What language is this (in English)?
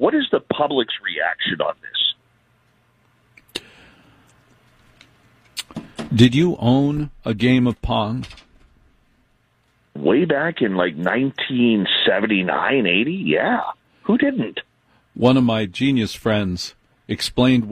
English